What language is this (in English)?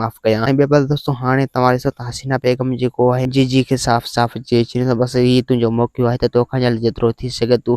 Sindhi